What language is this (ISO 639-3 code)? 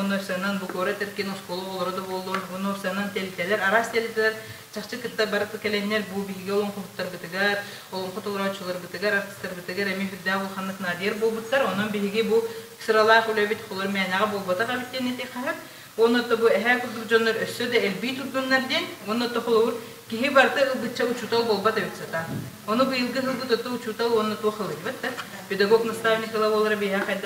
sah